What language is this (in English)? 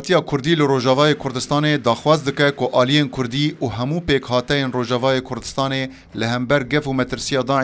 Kurdish